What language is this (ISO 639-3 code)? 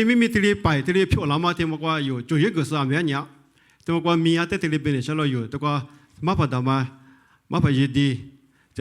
lis